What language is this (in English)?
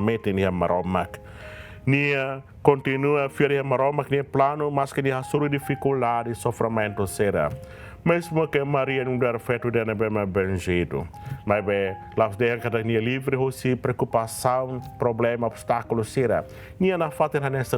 Tetum